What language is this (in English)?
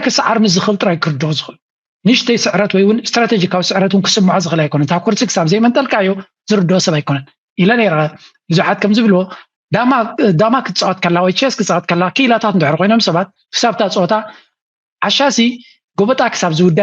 Tigrinya